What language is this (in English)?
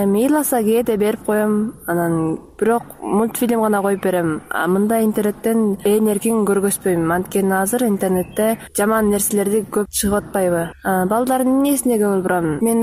Kyrgyz